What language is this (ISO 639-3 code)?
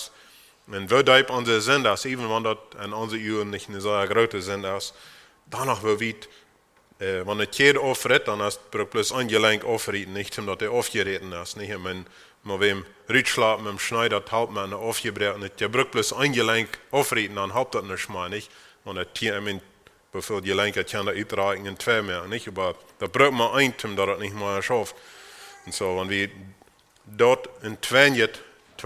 pdt